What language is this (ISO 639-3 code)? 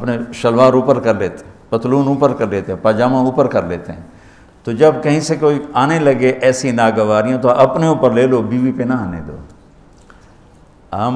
urd